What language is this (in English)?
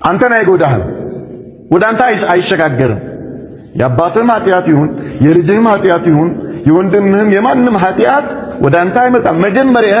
Amharic